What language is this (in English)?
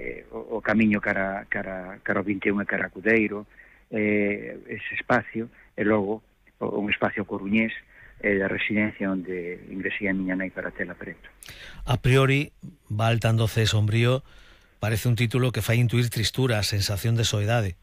Galician